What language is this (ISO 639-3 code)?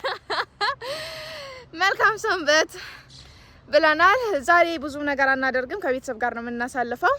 amh